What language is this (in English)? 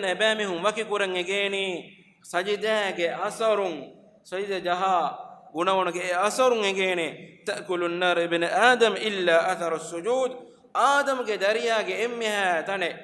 Divehi